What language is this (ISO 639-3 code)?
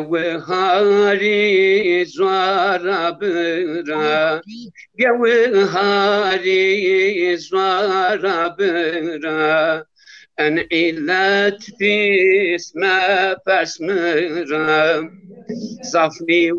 zza